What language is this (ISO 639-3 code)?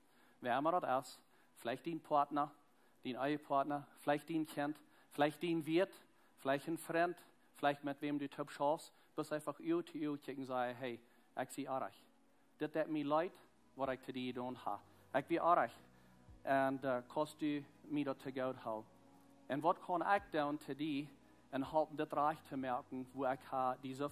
pdt